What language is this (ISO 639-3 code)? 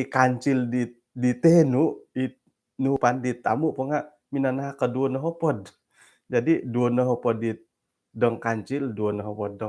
dtp